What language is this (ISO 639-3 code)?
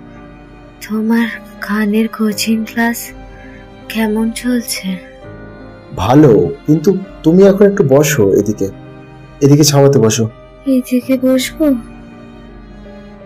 ben